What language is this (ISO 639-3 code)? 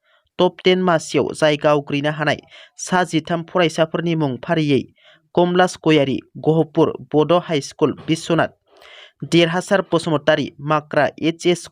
brx